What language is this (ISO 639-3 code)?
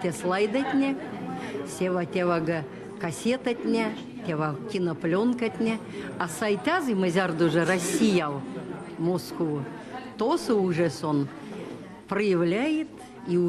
myv